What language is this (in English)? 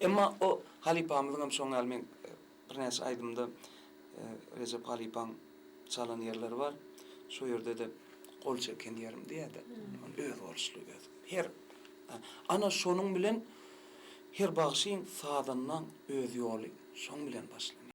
Turkmen